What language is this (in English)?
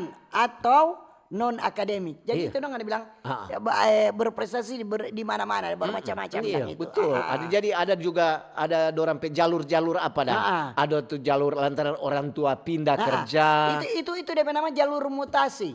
Manado Malay